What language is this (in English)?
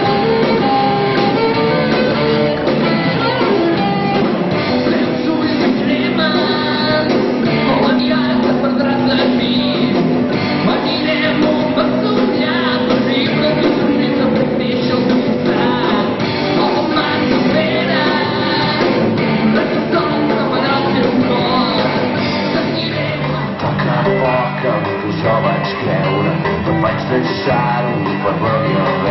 Catalan